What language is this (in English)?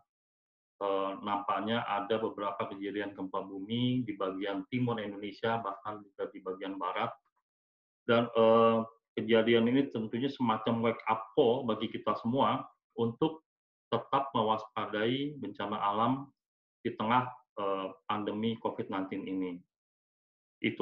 Indonesian